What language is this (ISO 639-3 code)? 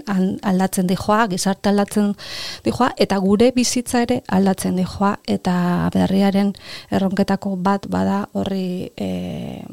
eus